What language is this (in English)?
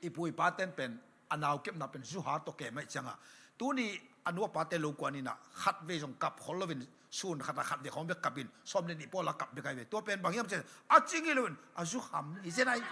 Tedim Chin